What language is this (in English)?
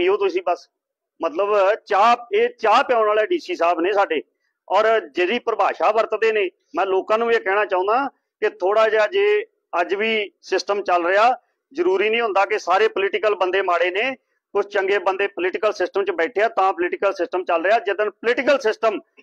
Punjabi